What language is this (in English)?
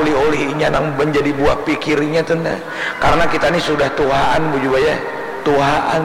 Banjar